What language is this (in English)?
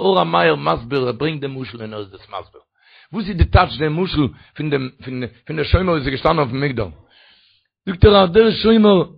Yiddish